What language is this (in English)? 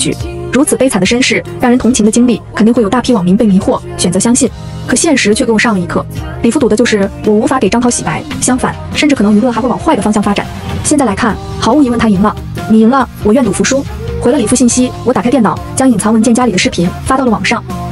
Chinese